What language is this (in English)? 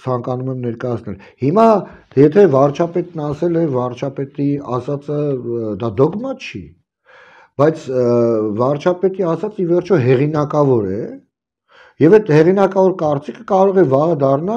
Armenian